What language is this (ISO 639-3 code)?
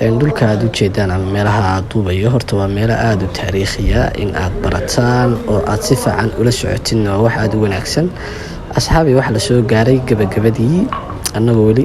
som